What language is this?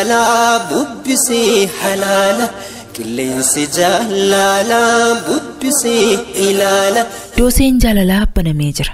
Oromo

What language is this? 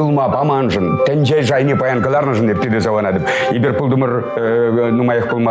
Chuvash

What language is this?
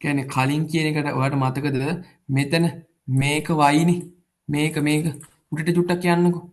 Sinhala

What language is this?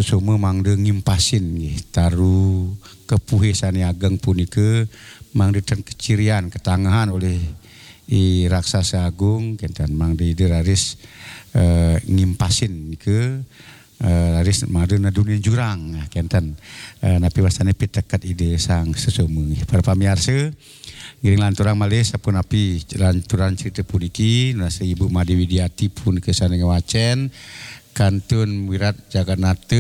Balinese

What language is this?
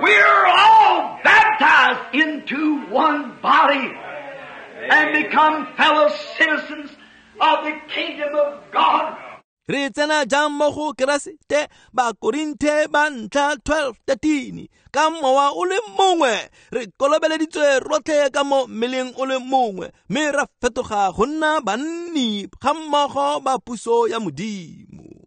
Tswana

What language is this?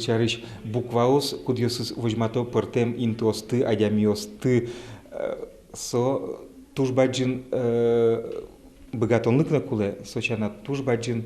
Udmurt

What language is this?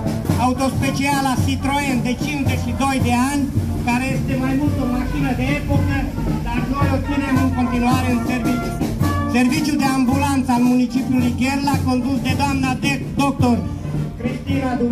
Romanian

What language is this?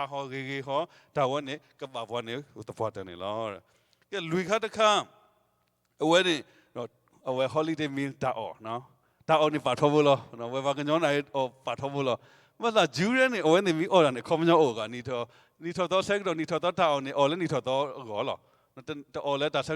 S'gaw Karen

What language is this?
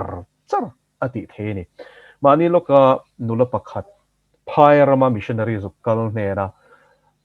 Mizo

